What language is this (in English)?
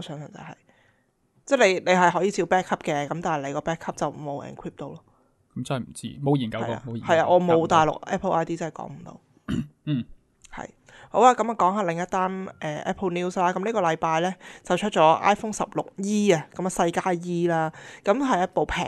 Cantonese